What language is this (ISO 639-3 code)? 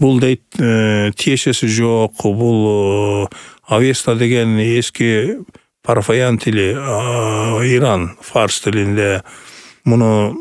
kir